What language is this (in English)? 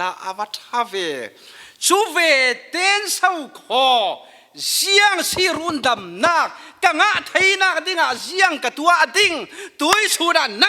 Falam Chin